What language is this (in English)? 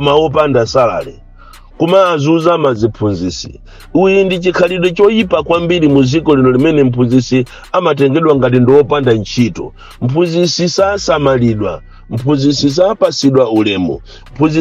Nyanja